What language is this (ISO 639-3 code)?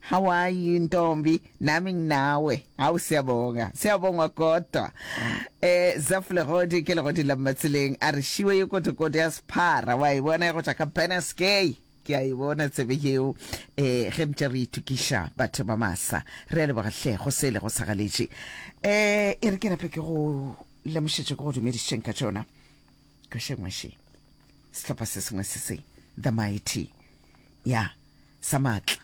nso